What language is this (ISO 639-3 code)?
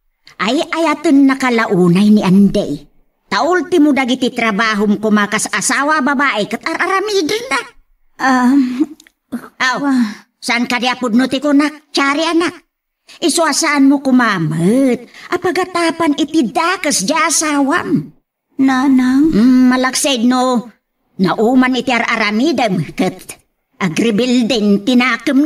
ilo